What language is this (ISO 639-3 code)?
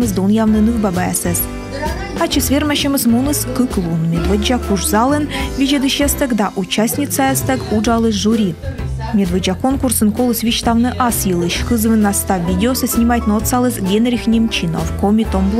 kom